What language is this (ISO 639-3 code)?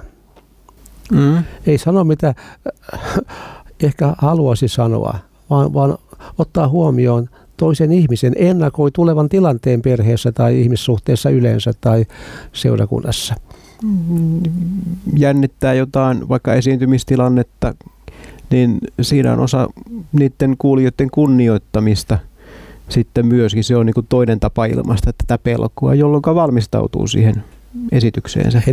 fin